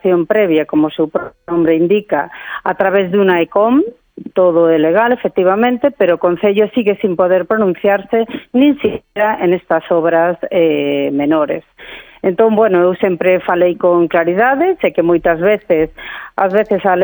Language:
Galician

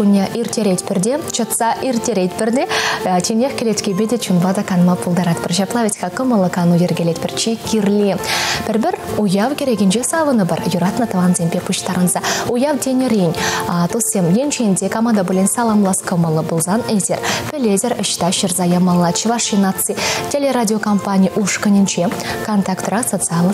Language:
Chuvash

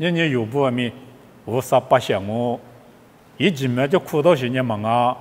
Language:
Lisu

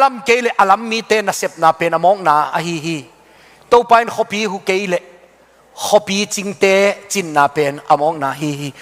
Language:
Tedim Chin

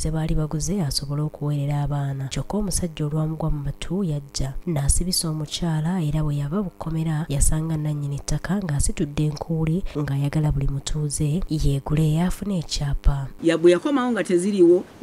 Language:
Ganda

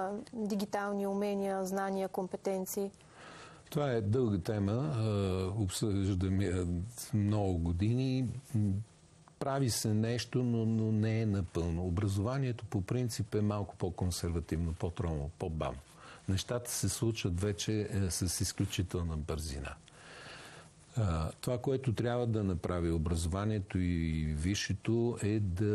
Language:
Bulgarian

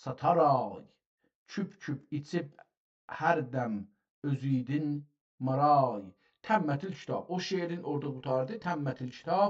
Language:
South Azerbaijani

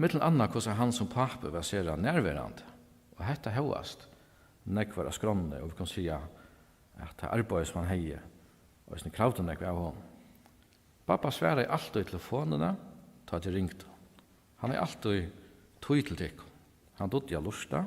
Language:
Faroese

